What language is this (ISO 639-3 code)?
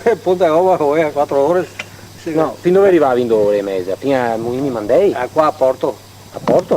vec